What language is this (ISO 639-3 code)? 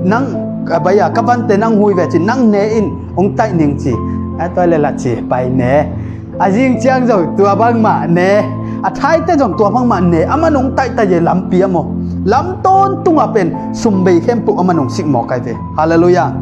ctd